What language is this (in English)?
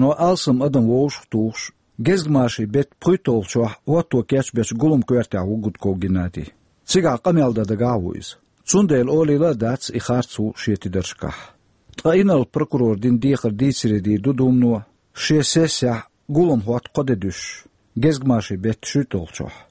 Chechen